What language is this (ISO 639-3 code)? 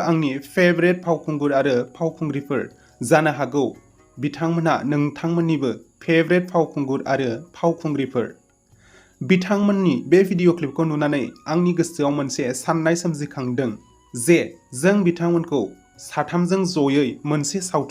brx